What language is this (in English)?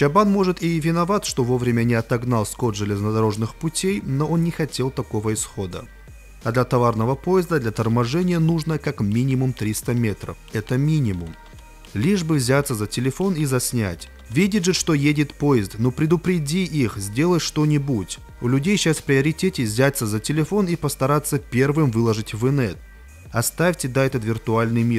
Russian